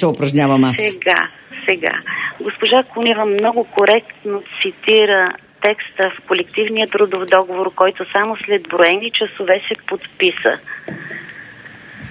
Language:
Bulgarian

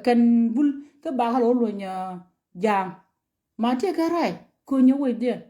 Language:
Nuer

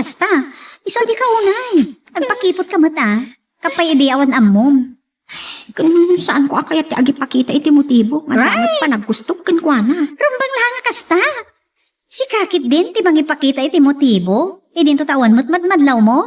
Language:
Iloko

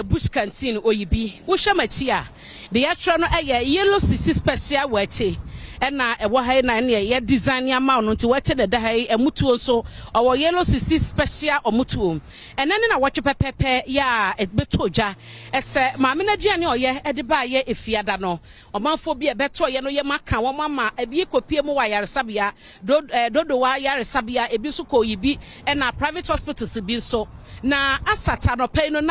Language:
Akan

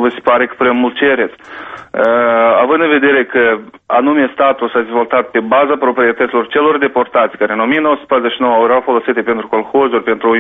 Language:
Romanian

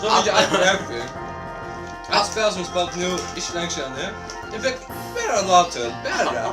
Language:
Faroese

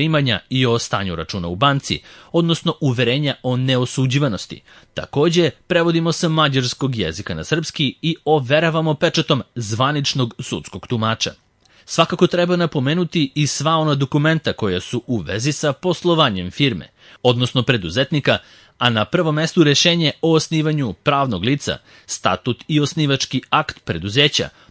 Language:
Serbian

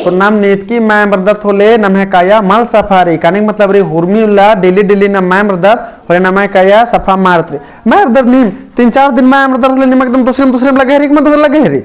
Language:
Kurukh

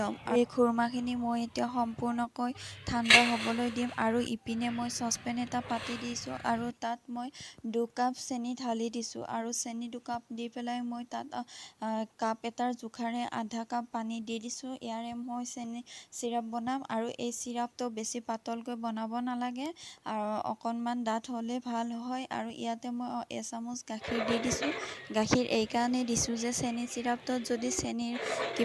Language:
Assamese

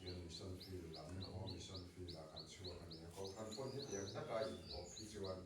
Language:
Mizo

